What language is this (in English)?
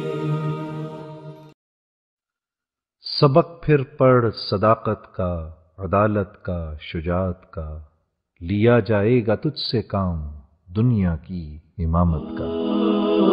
Urdu